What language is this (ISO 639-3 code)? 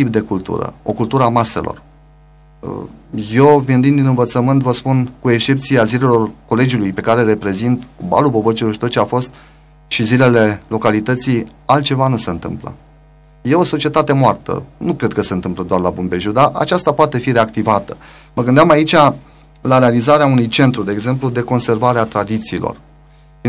ron